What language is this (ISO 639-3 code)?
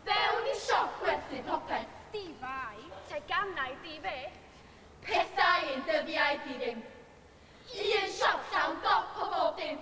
cym